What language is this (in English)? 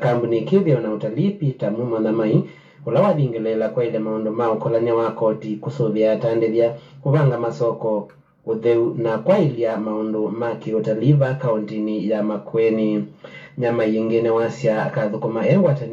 Kamba